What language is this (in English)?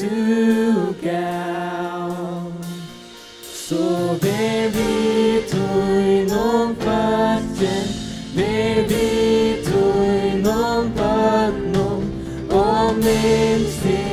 Faroese